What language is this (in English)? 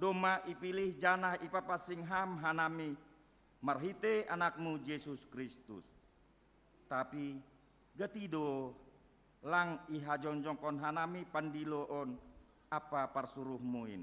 Batak Simalungun